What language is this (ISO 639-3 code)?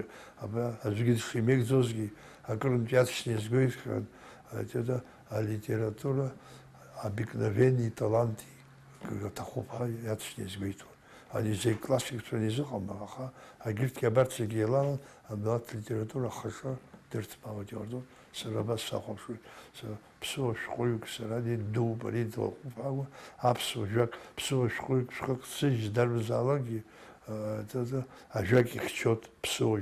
abk